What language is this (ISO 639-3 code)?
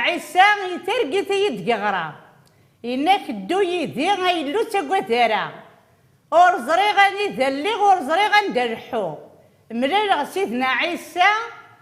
kab